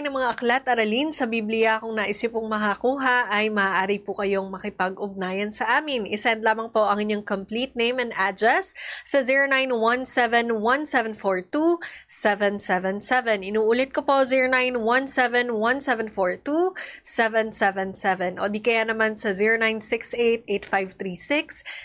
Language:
Filipino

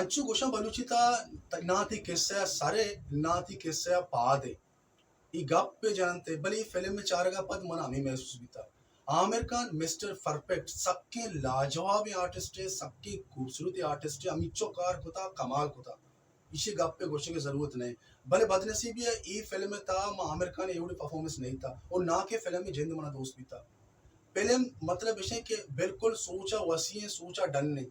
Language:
Baluchi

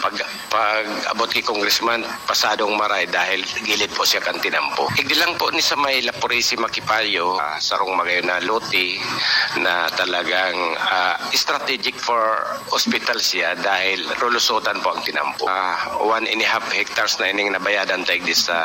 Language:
Bikol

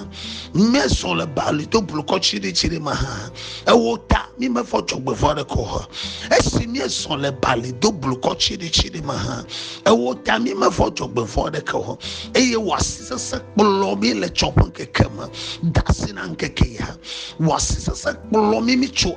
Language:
Ewe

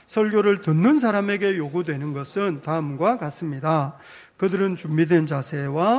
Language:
Korean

